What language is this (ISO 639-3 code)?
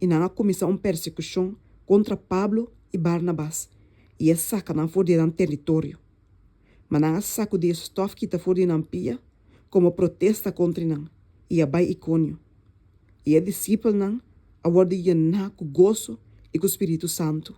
pap